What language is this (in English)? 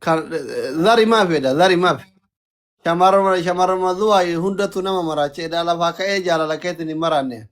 Oromo